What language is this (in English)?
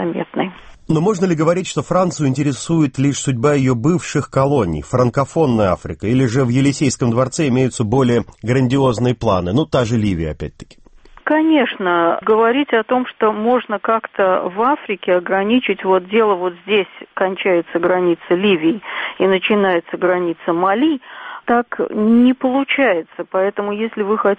Russian